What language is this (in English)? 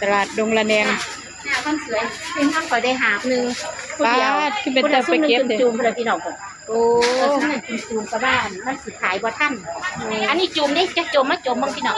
Northeastern Thai